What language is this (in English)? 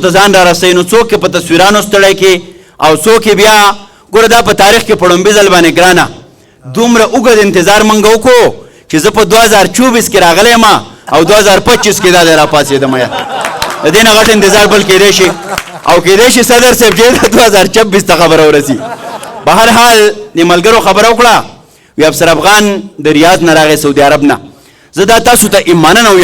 Pashto